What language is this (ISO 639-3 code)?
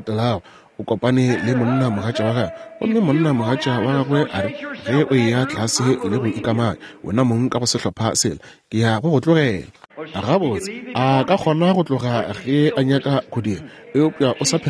nso